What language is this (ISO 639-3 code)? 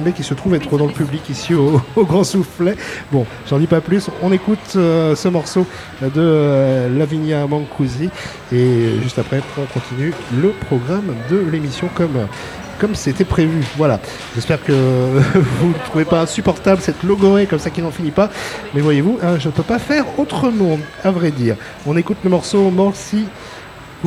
fra